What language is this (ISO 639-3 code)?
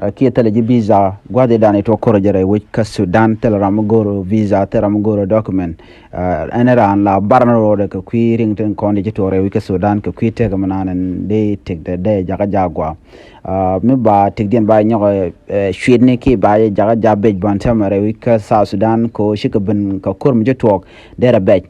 nus